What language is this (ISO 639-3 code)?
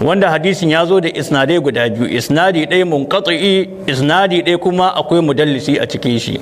hau